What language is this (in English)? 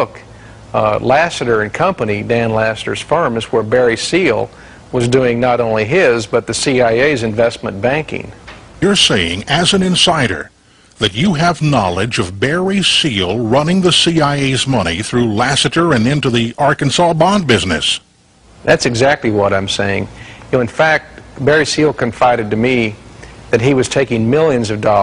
English